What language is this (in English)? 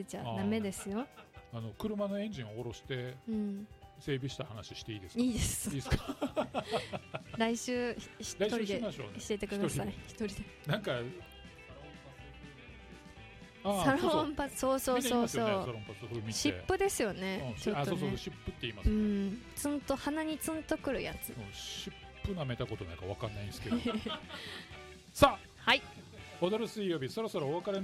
Japanese